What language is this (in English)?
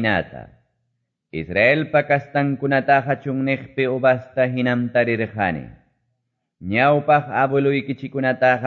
Quechua